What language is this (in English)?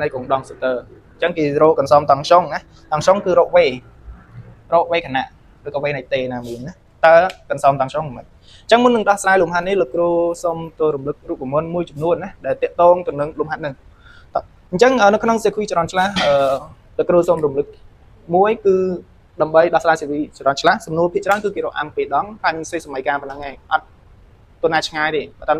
Khmer